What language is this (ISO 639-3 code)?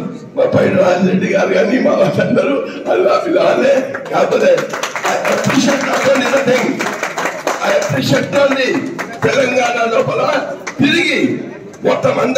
tel